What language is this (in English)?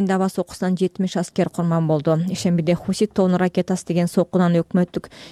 Kyrgyz